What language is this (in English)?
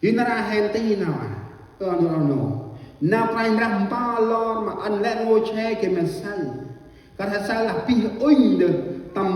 Central Mnong